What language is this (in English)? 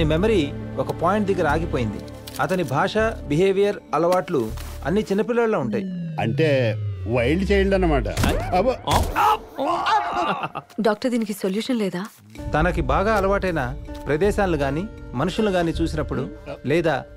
Telugu